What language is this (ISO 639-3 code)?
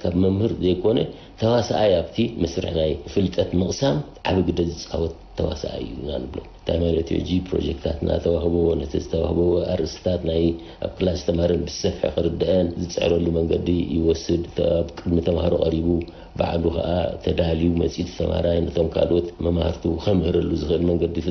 tir